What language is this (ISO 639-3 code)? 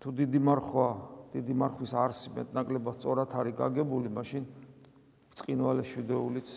kat